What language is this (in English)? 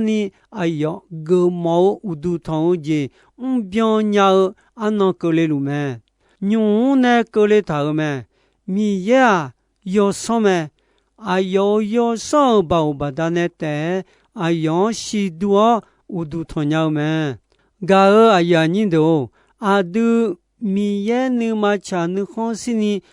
Akha